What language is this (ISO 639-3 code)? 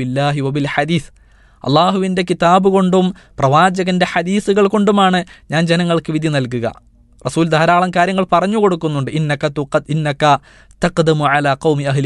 mal